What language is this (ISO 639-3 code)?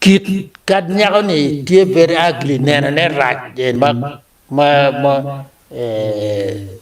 ach